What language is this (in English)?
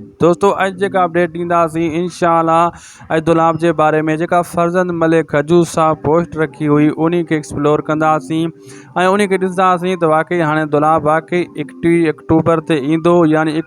Sindhi